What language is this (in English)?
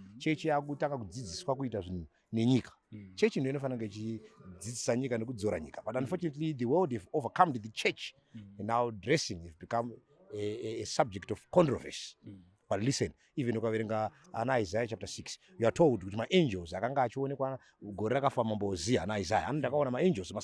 Shona